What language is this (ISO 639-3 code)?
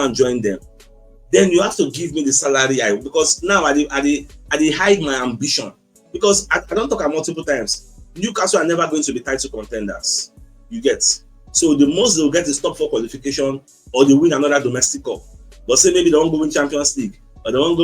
pcm